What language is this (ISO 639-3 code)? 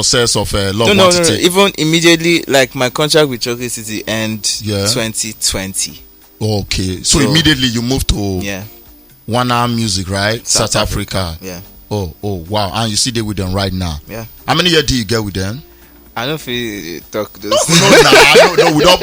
pcm